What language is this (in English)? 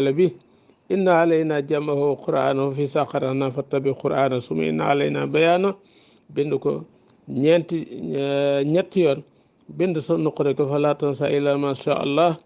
Wolof